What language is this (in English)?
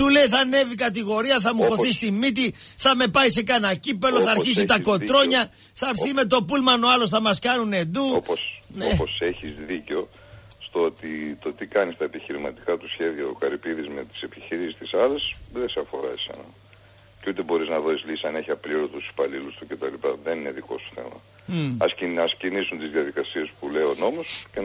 Greek